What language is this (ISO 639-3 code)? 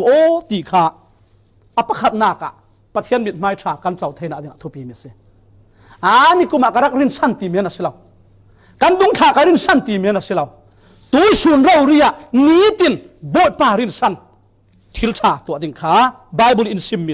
cfm